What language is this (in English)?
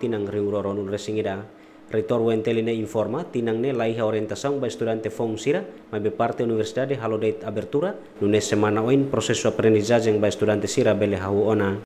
Tetum